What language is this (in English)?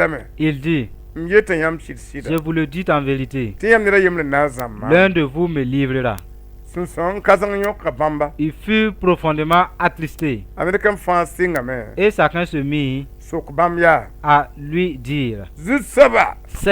Mossi